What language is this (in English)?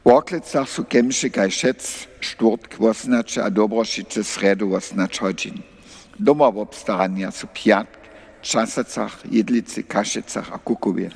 Upper Sorbian